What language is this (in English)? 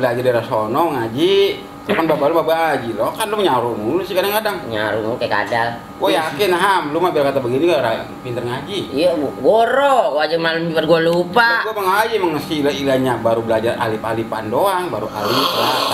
Betawi